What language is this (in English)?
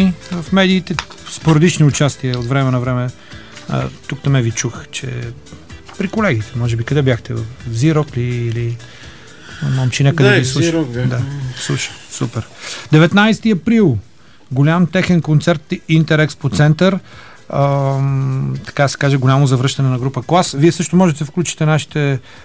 Bulgarian